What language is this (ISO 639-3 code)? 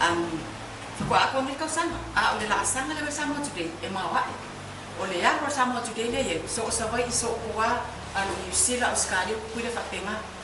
smo